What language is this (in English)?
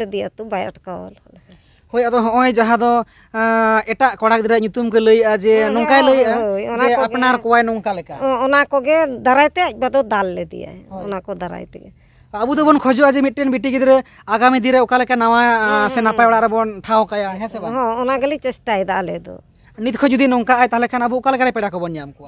Santali